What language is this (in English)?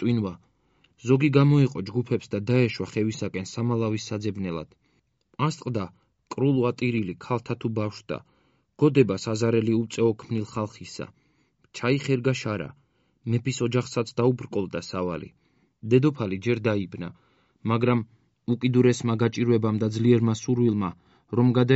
Georgian